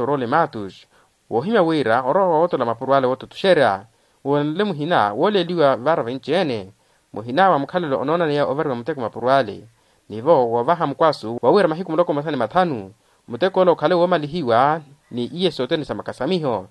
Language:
Makhuwa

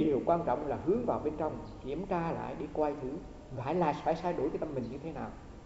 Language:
Vietnamese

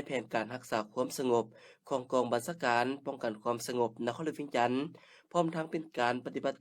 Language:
Lao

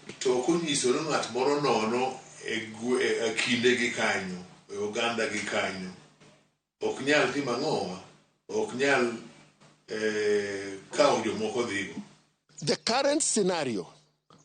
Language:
Luo (Kenya and Tanzania)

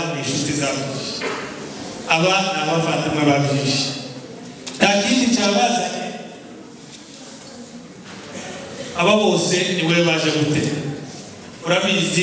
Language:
Kinyarwanda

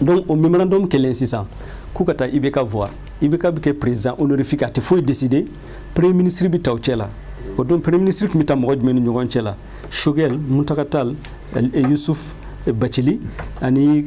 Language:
Bambara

